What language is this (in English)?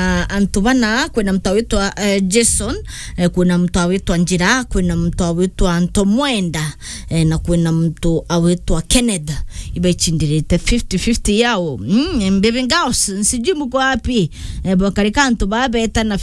Meru